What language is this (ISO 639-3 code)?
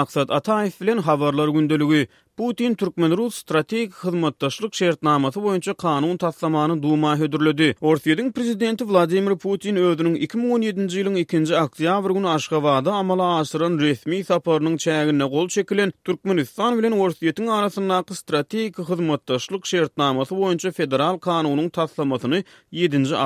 tuk